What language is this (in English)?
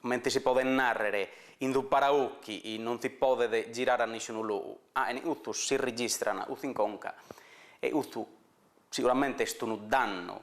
Sardinian